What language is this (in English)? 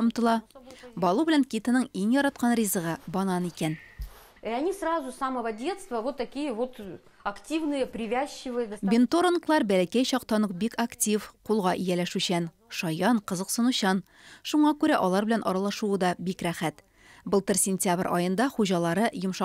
Tatar